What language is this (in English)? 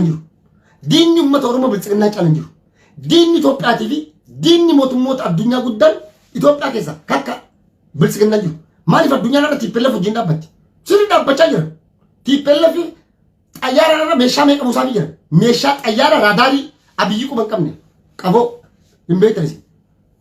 Oromo